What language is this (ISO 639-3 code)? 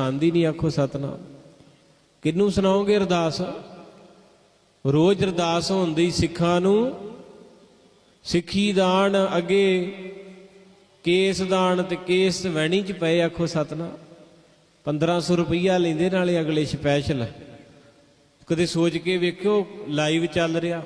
pan